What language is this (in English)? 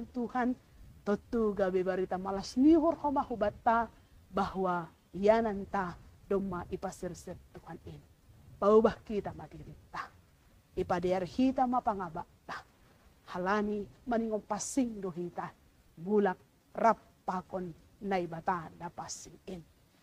Batak Simalungun